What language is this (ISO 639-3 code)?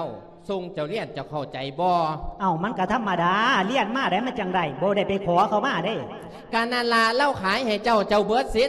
lao